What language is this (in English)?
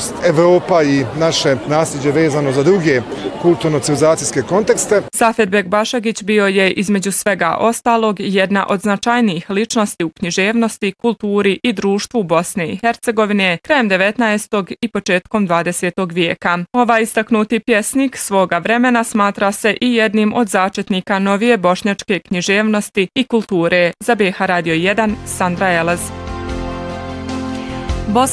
Bosnian